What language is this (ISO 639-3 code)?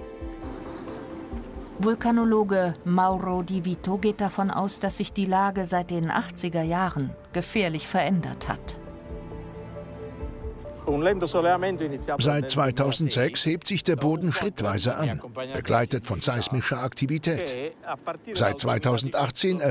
deu